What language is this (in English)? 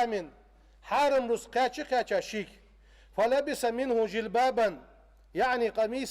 Ingush